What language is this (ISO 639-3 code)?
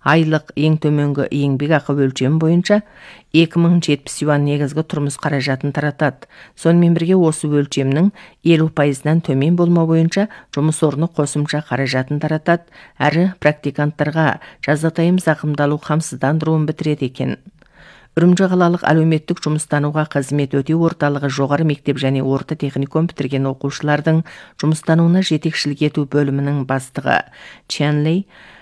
kaz